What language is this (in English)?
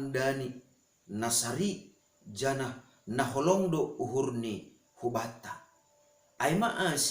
Batak Simalungun